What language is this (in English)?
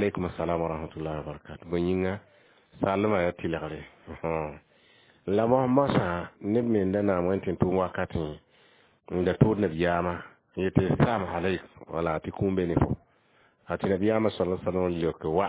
Mossi